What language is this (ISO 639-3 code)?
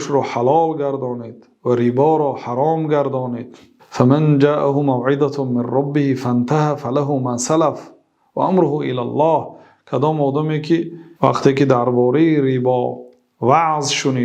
tgk